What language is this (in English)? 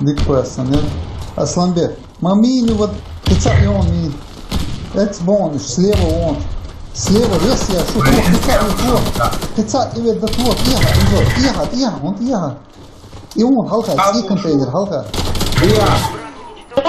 Chechen